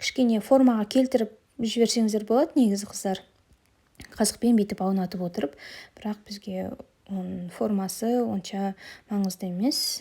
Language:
Kazakh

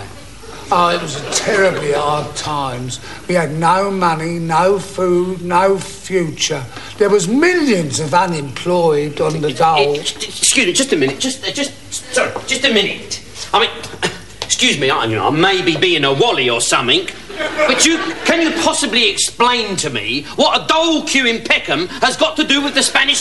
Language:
English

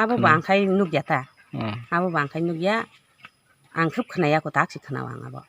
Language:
Kok Borok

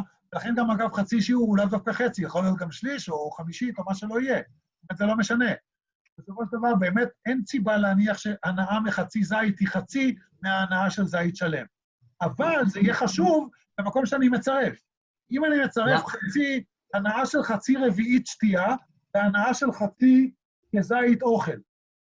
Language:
Hebrew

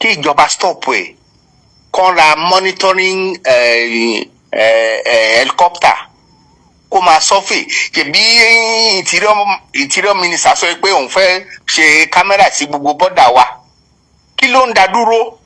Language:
Yoruba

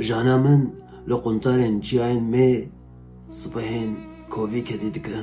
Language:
Kurdish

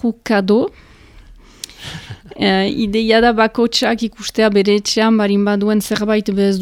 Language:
Basque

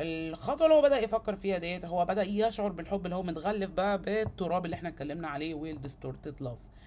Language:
Egyptian Arabic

